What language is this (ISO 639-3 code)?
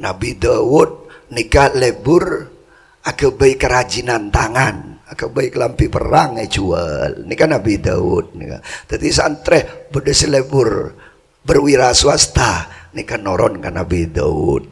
mad